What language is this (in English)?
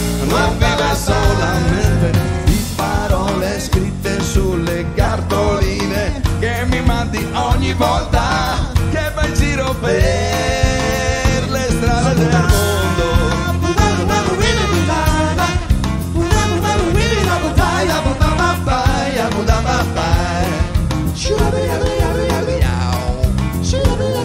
Italian